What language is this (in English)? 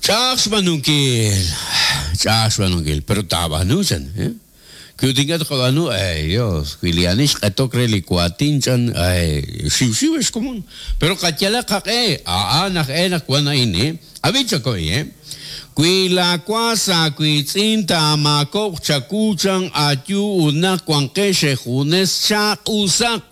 Kekchí